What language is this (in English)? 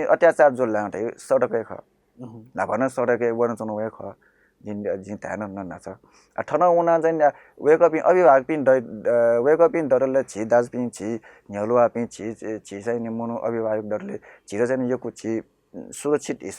Newari